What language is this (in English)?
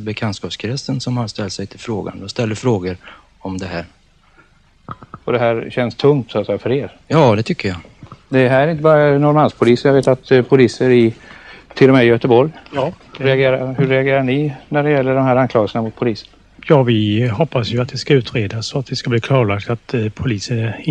Swedish